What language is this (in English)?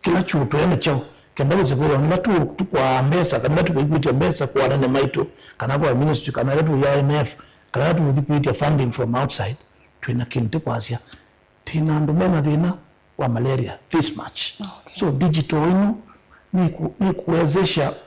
Kamba